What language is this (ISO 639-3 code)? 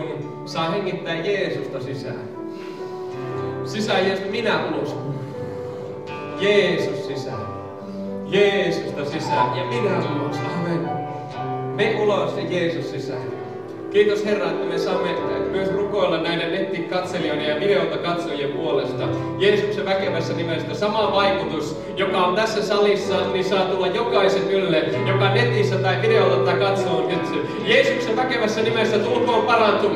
fin